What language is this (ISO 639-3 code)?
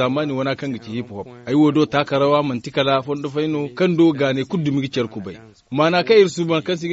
dje